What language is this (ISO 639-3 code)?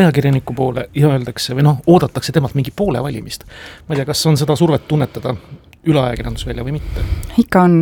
est